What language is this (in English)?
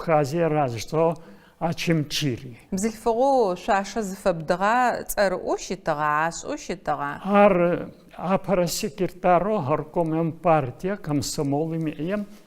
Adyghe